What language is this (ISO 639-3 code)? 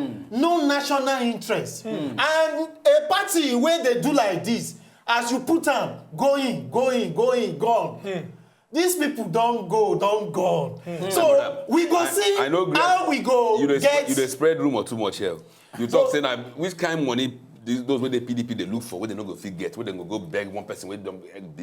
pcm